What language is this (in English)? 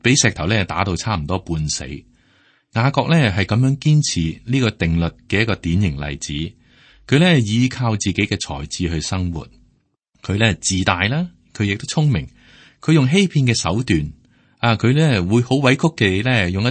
Cantonese